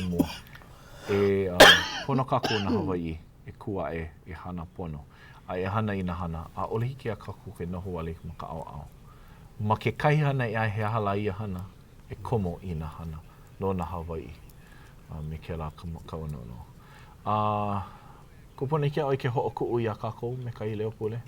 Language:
Hawaiian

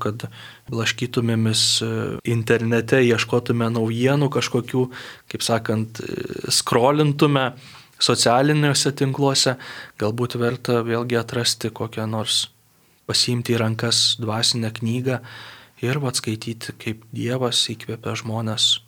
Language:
Lithuanian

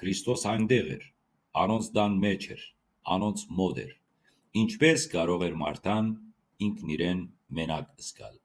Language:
Western Armenian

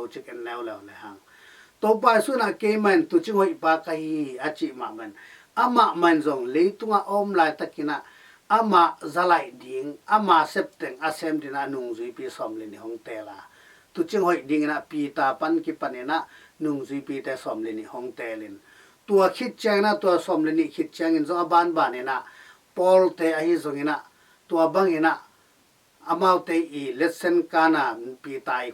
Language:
Tedim Chin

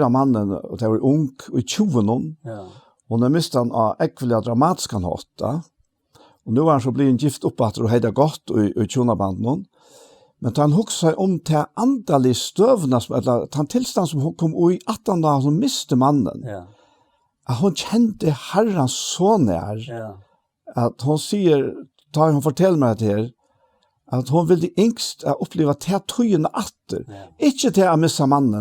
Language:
Faroese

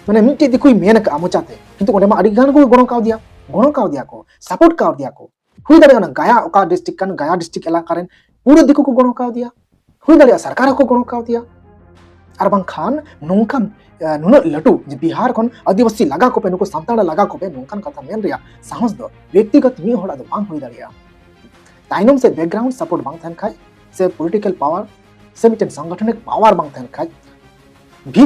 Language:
Santali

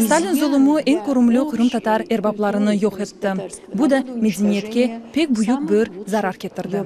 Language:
Crimean Tatar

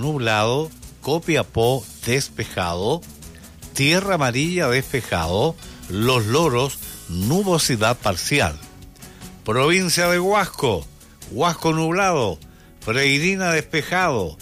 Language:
Spanish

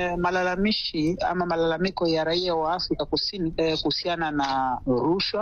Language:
Swahili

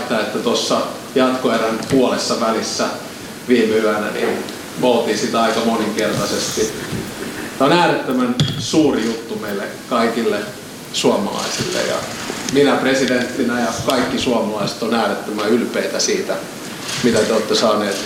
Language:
Finnish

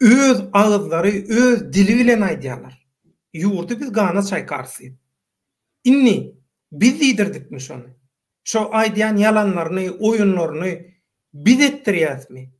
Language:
Turkmen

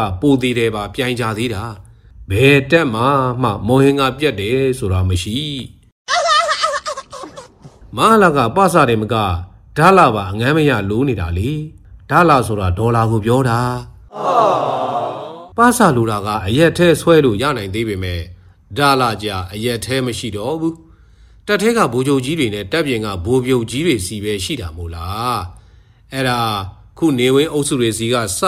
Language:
Burmese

